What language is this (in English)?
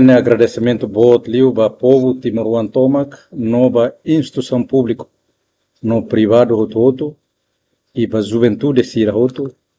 Tetum